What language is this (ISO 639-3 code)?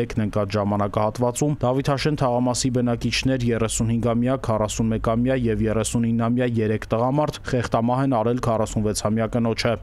hye